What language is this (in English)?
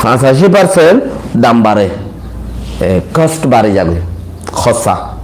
Rohingya